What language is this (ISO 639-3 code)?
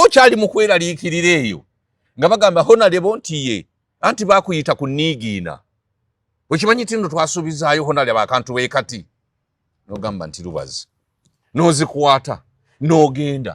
lug